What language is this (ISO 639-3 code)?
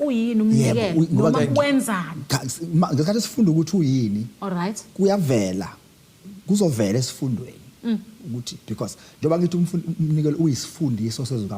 zul